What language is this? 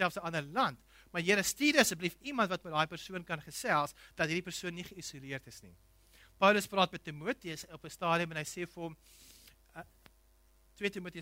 Afrikaans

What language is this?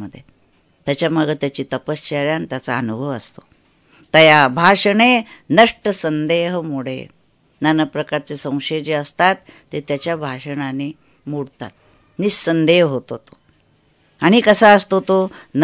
Marathi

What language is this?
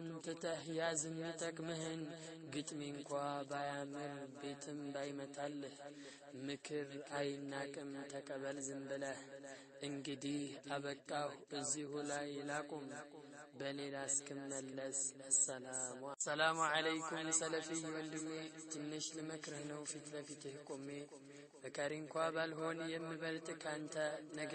Amharic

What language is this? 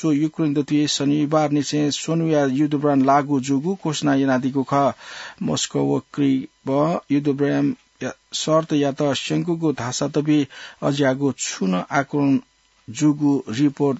Newari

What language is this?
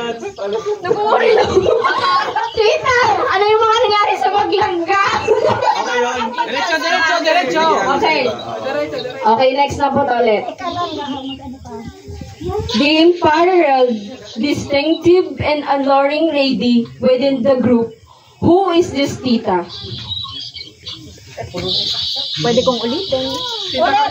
Filipino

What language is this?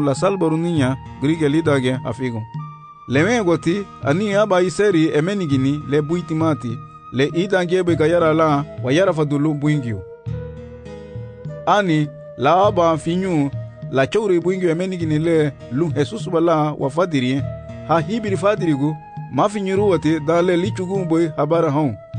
Garifuna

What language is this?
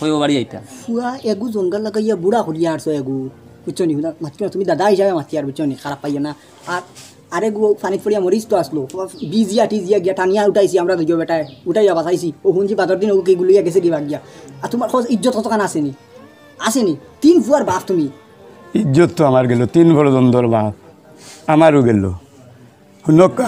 Sylheti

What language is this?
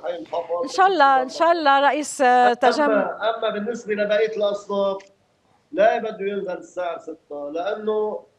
North Levantine Arabic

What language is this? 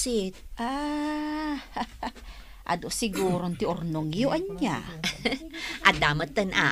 Iloko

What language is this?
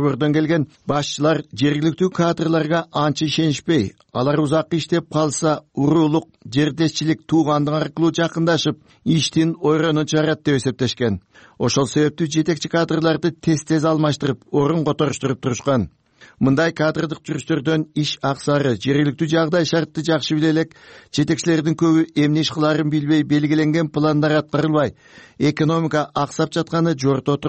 Kyrgyz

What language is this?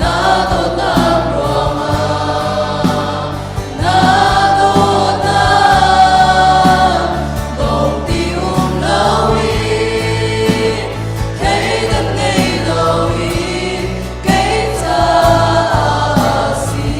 Hakha Chin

